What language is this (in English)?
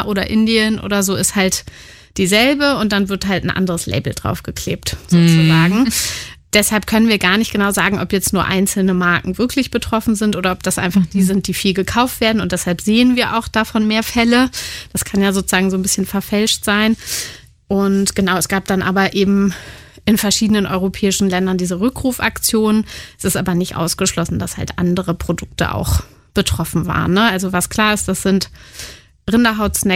German